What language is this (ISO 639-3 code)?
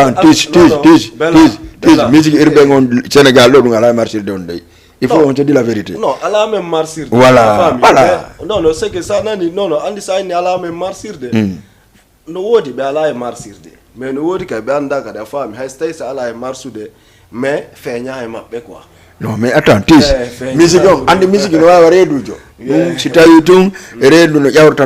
ful